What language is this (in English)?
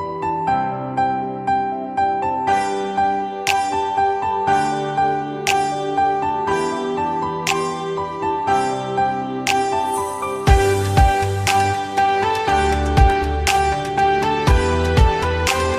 Manipuri